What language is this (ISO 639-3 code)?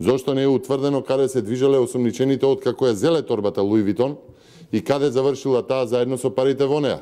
mkd